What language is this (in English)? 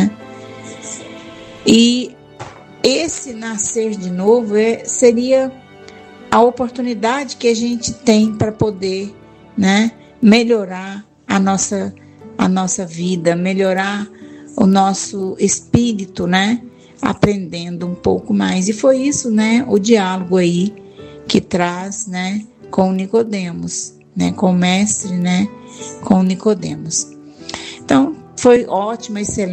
Portuguese